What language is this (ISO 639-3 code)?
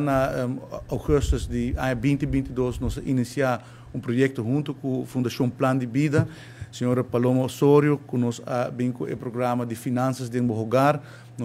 pap